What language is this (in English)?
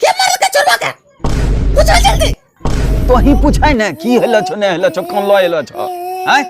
Angika